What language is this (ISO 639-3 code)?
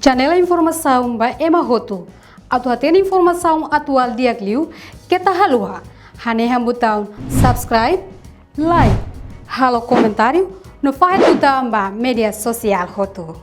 tet